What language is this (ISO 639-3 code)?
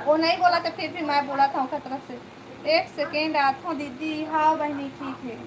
hne